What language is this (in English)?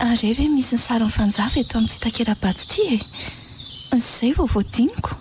Malagasy